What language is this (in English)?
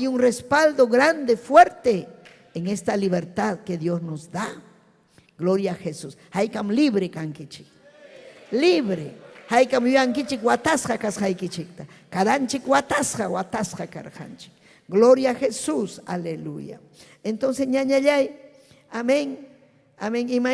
Ayacucho Quechua